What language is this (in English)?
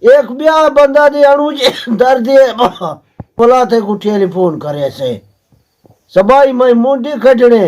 Saraiki